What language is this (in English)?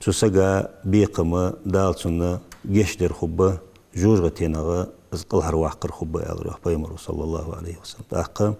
Ingush